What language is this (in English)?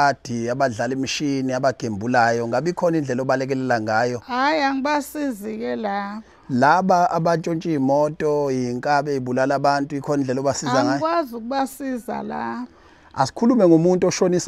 Zulu